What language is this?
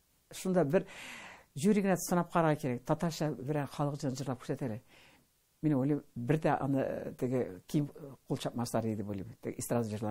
Tatar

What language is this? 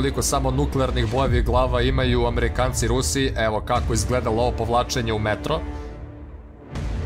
Croatian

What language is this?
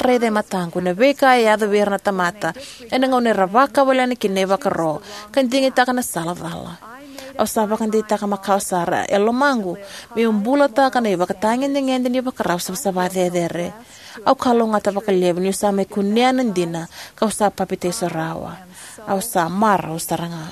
Fijian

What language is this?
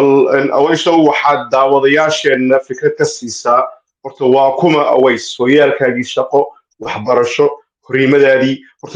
Somali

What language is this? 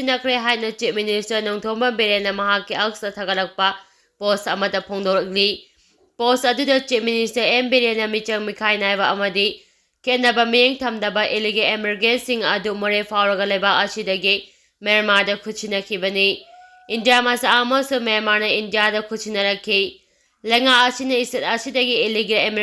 Manipuri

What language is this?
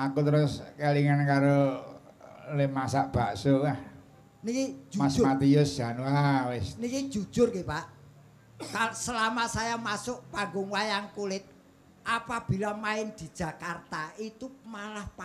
Javanese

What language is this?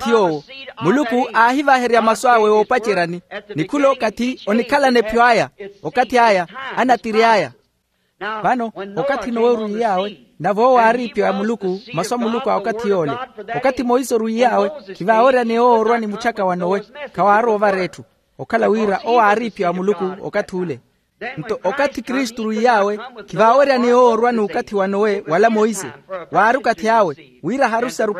Makhuwa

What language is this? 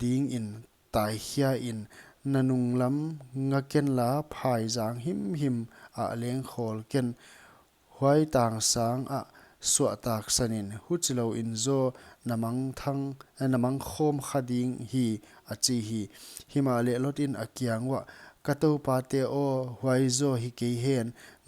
Paite Chin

